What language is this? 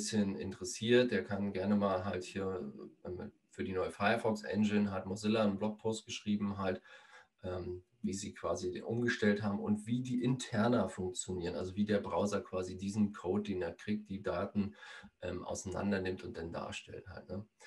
German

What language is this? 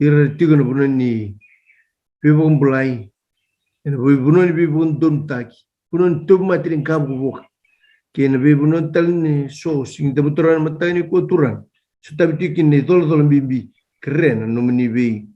Fijian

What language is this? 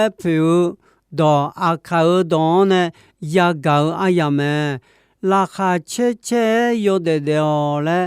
Akha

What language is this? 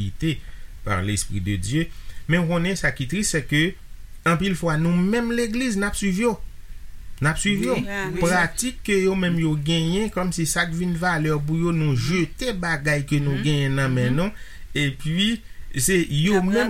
Haitian Creole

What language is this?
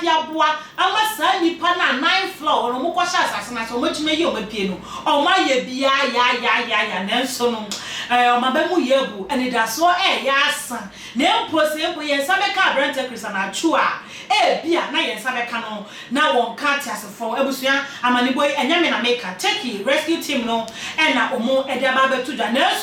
Akan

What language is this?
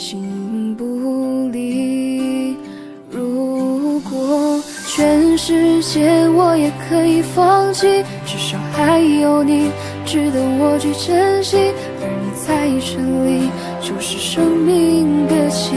Chinese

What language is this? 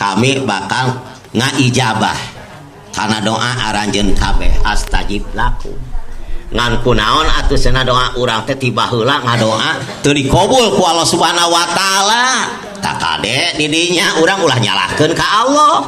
Sundanese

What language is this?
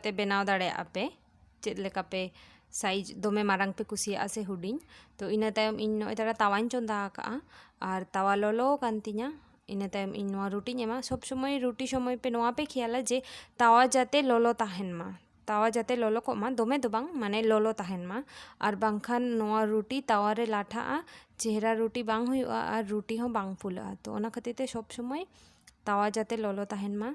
Santali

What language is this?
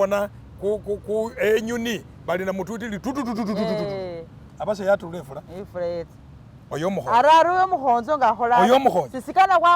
Masaaba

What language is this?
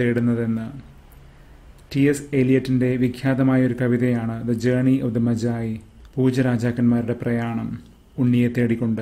Malayalam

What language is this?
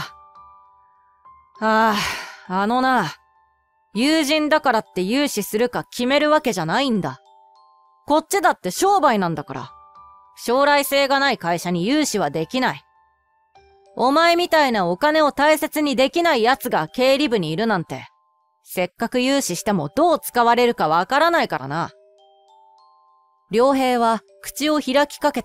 Japanese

